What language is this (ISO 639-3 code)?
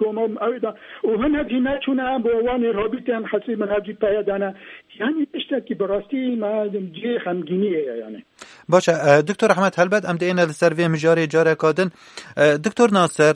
kur